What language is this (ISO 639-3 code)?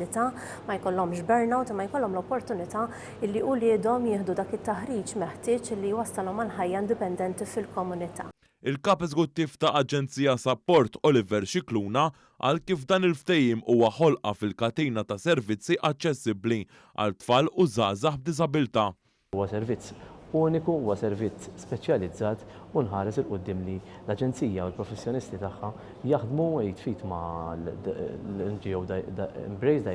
mlt